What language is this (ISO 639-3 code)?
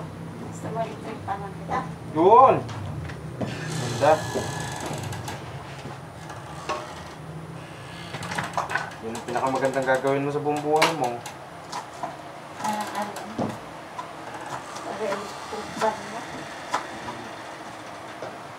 fil